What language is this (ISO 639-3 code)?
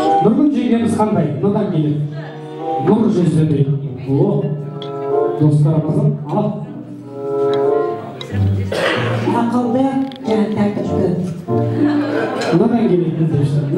kaz